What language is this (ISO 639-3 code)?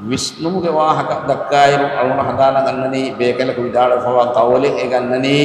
div